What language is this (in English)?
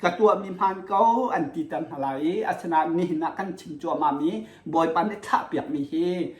Hakha Chin